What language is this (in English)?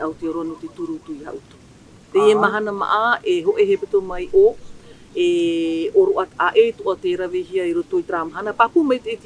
Tahitian